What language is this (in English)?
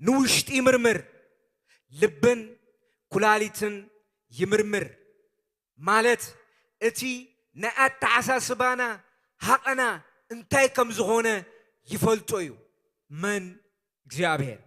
Tigrinya